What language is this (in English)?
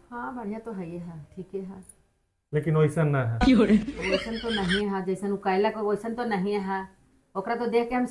Magahi